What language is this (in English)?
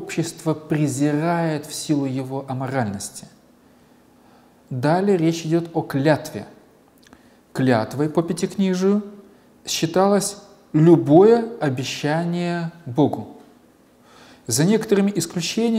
Russian